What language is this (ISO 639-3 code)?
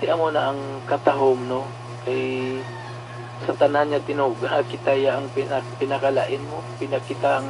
hil